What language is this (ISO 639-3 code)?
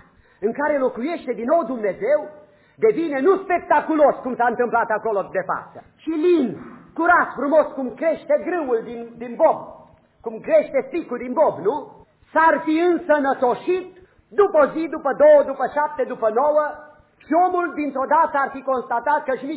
ron